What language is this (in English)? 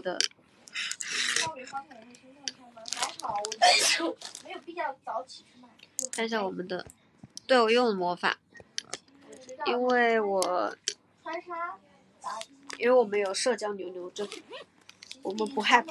Chinese